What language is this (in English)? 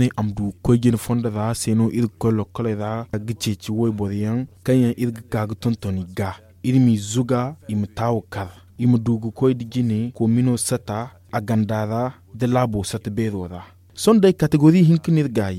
Zarma